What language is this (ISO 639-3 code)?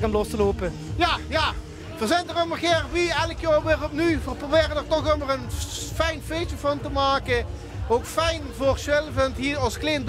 lim